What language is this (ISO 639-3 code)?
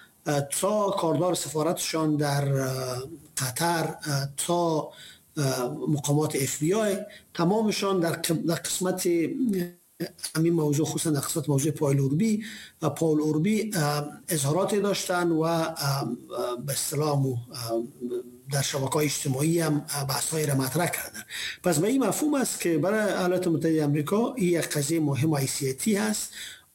fas